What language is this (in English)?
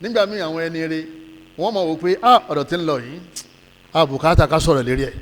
Yoruba